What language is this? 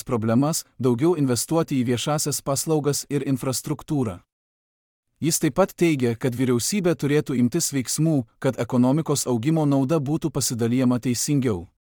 Lithuanian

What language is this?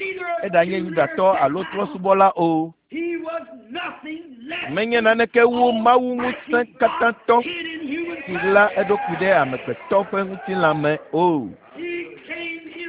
Ewe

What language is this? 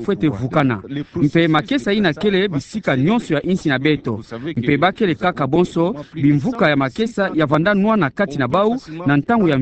Kituba (Democratic Republic of Congo)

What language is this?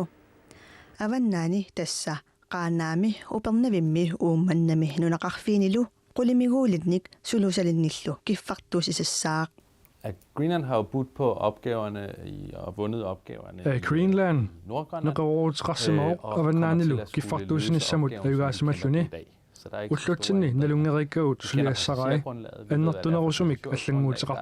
Kalaallisut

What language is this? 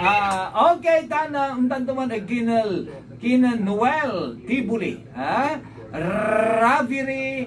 Pangasinan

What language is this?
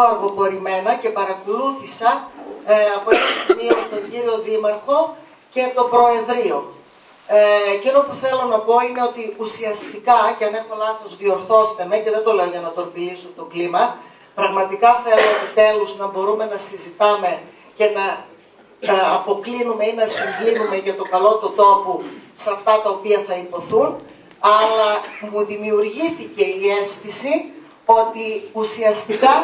Greek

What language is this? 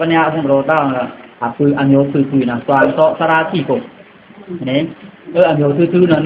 Pa'o Karen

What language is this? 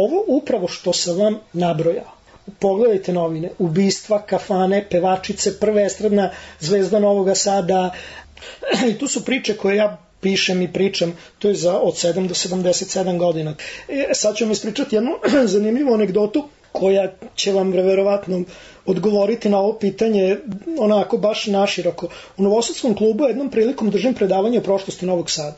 Serbian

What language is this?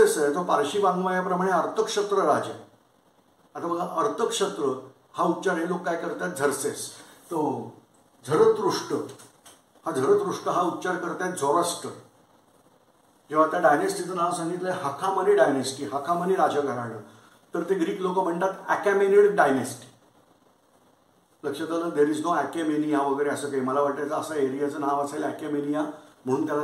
Marathi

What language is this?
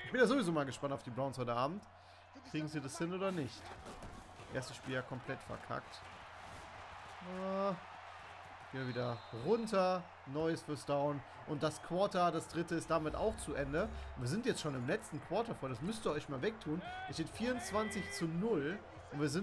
German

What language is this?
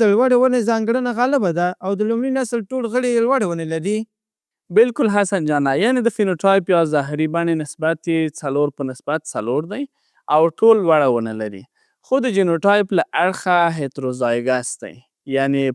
Pashto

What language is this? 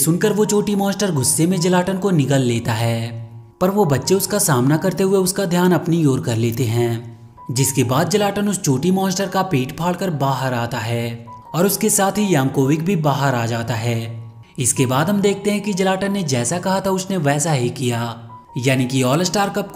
Hindi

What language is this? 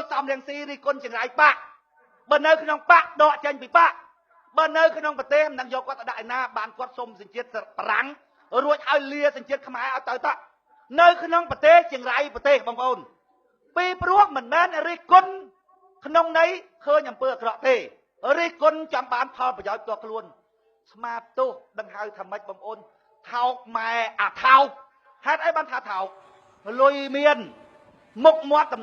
Khmer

